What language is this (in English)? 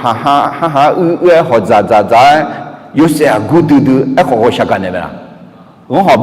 Akha